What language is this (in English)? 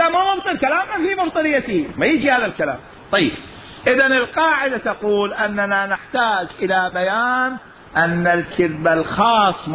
Mesopotamian Arabic